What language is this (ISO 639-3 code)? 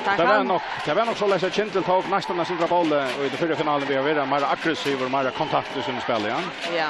fao